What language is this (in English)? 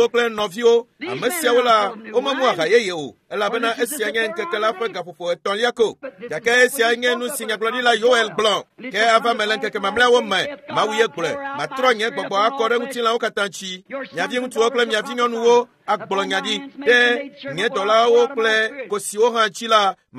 Ewe